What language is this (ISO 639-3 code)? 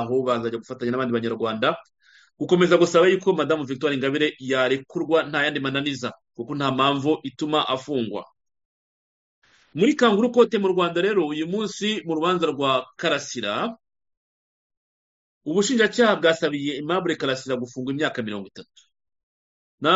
kin